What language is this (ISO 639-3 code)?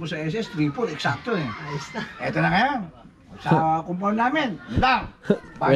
fil